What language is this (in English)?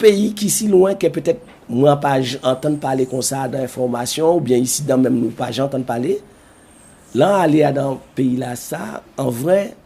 Guadeloupean Creole French